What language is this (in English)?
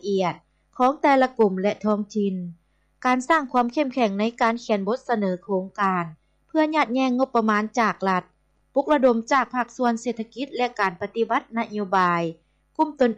Lao